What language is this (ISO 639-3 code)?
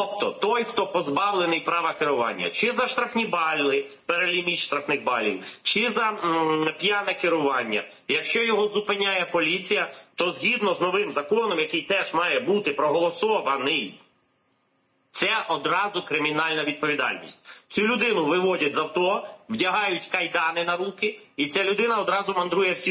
ukr